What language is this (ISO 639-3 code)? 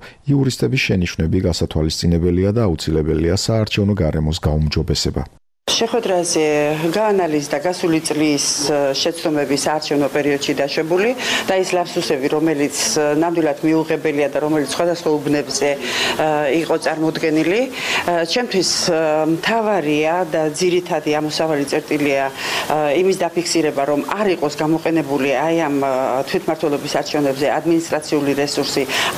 kat